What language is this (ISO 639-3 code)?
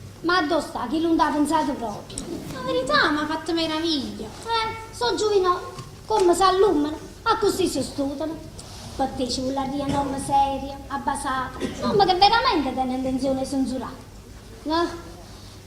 nap